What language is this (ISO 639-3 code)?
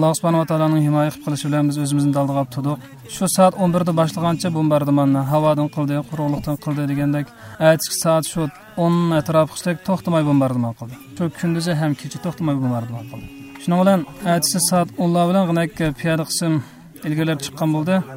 uig